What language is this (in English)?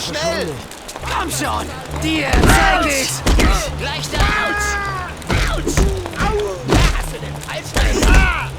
Bavarian